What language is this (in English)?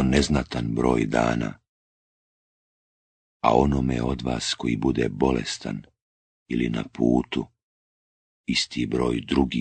Bosnian